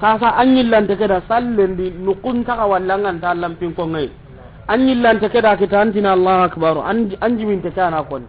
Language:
Soninke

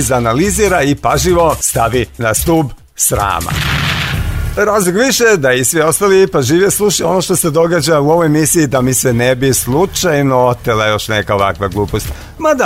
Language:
Serbian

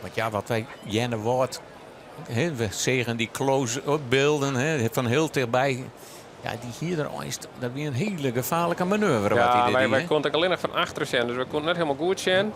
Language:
Western Frisian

